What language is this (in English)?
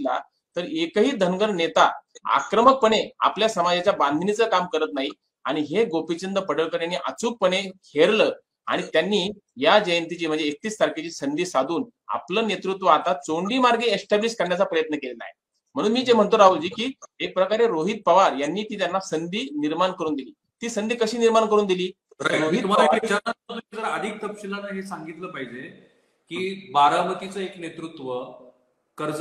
Marathi